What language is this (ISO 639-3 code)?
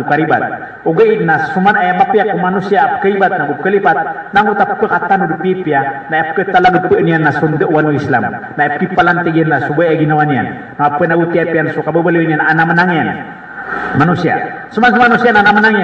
mrw